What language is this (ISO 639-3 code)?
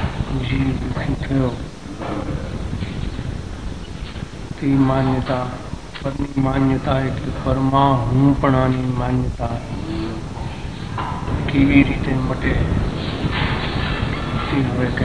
guj